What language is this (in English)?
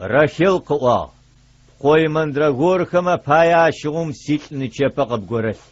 Adyghe